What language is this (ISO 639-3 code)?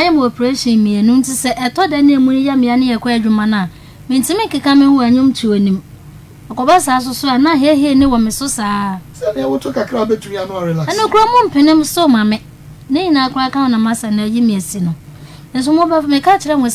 aka